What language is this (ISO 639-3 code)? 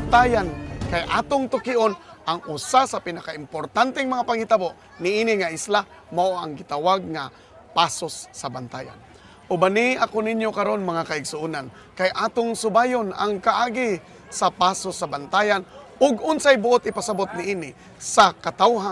ceb